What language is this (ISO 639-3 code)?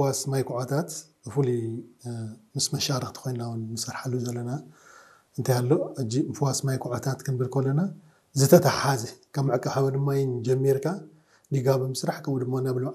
tir